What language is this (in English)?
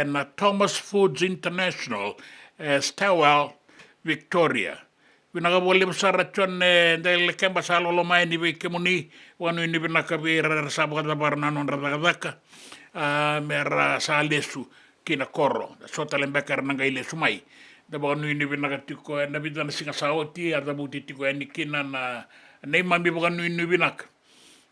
Fijian